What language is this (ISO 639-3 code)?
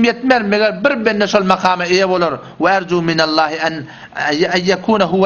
tuk